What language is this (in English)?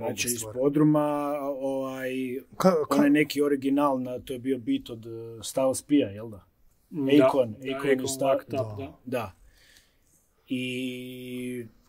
Croatian